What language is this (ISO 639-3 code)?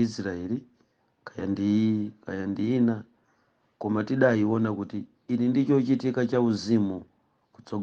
nya